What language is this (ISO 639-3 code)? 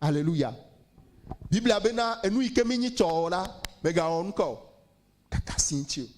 ewe